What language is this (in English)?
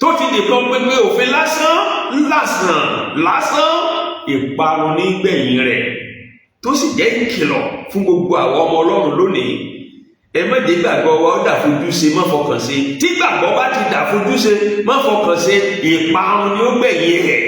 Yoruba